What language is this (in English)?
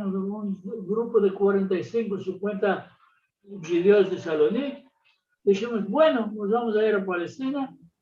Ladino